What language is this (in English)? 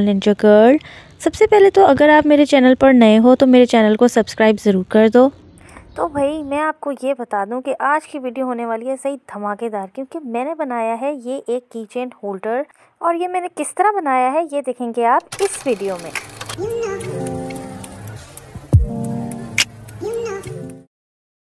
Hindi